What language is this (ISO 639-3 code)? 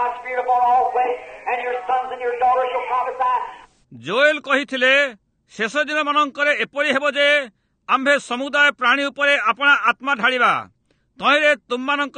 ori